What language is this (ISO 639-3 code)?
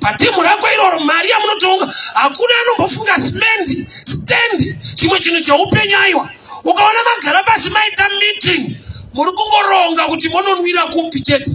sna